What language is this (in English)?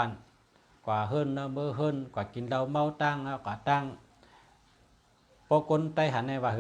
Shan